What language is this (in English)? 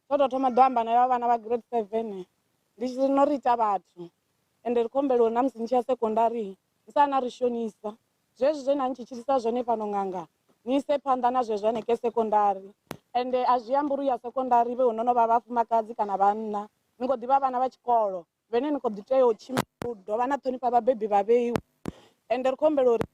Venda